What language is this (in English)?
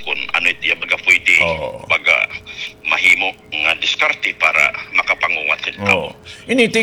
Waray